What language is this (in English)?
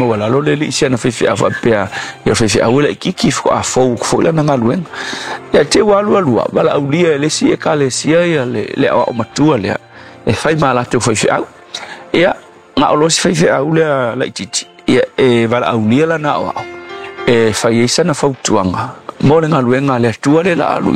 Samoan